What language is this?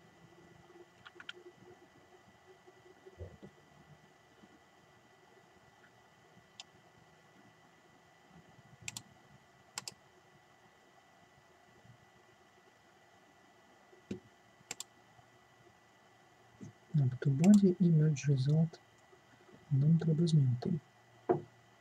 Ukrainian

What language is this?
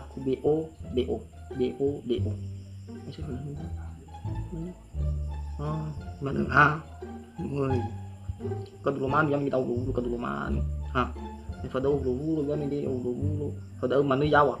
Nias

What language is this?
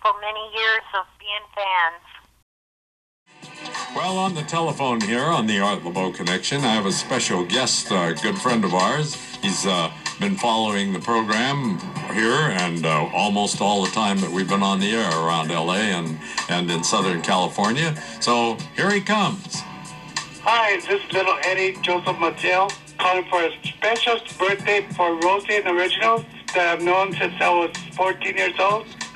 English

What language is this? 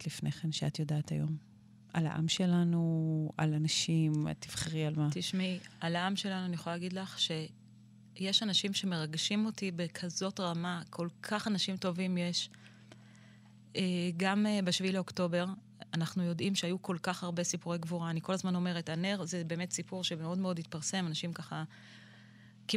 Hebrew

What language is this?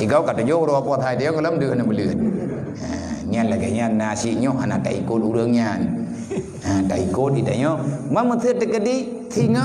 Achinese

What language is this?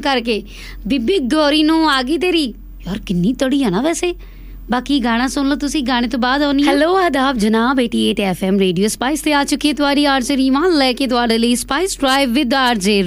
Punjabi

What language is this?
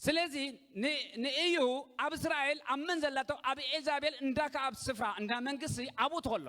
Tigrinya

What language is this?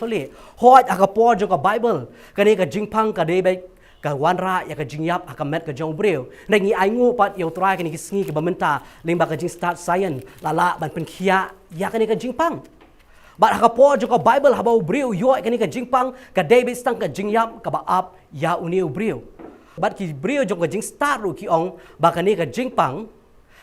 Khasi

